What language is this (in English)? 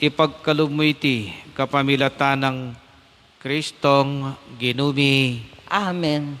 Pampanga